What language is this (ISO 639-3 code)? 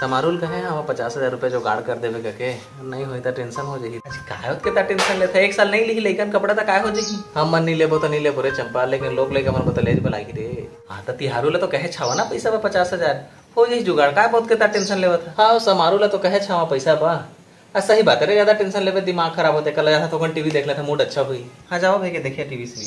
hne